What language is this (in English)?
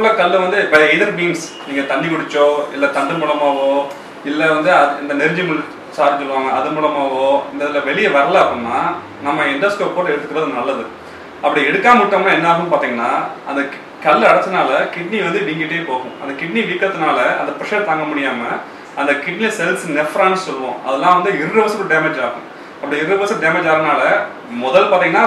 Tamil